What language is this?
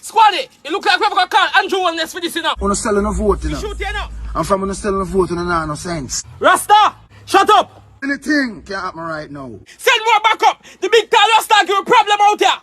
Jamaican Creole English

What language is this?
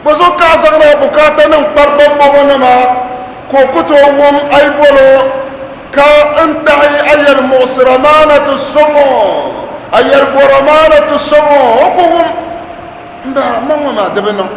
Dagbani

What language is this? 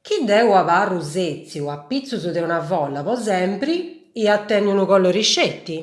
Sardinian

